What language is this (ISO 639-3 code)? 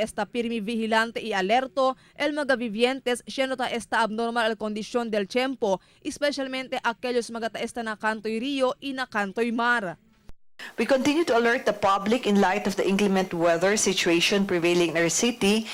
cbk